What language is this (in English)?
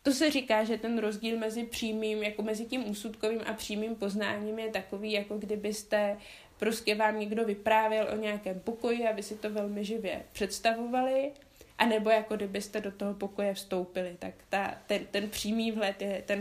Czech